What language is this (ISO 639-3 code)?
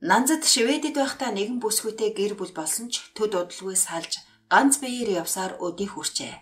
mon